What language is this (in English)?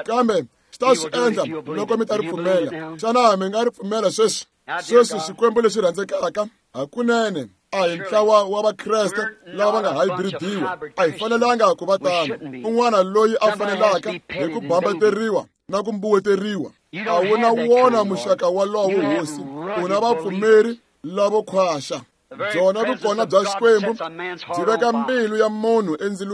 Tsonga